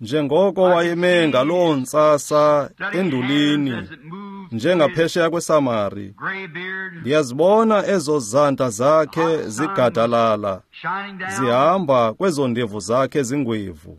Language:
Xhosa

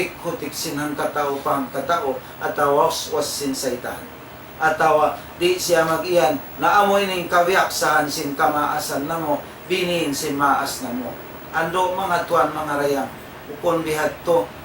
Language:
Tausug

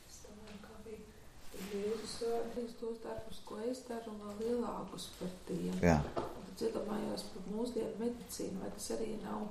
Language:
Latvian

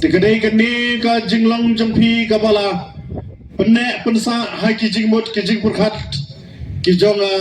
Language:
Khasi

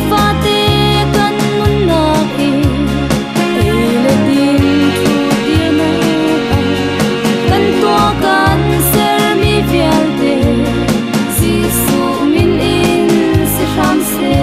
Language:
Hakha Chin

